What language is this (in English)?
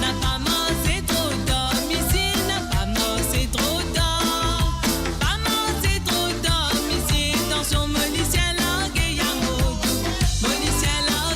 Morisyen